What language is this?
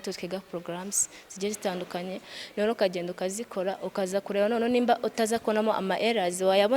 Kinyarwanda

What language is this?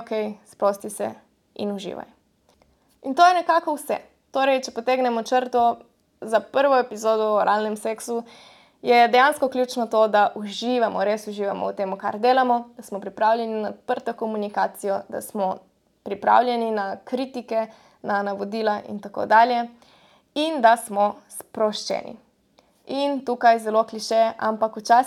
Slovenian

